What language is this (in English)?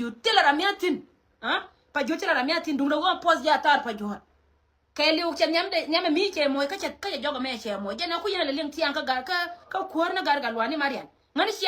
Nuer